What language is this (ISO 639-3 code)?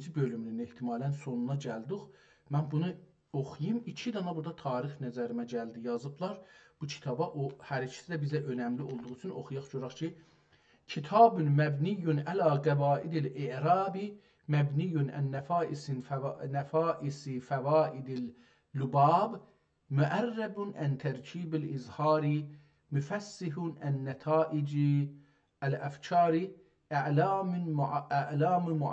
azb